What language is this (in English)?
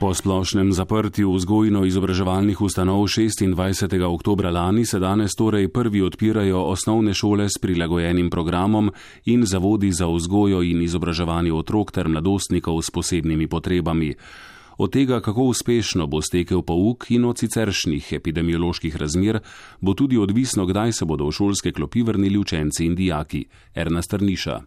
Slovenian